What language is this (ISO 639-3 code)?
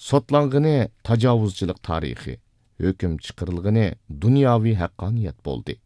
uig